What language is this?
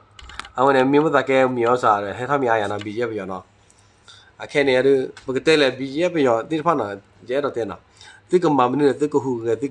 S'gaw Karen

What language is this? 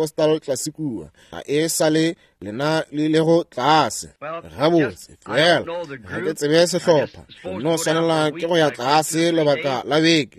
Northern Sotho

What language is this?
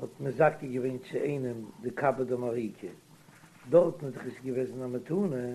Yiddish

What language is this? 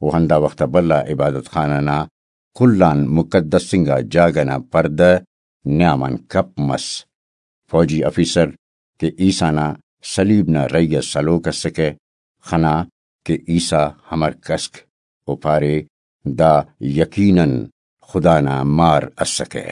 Brahui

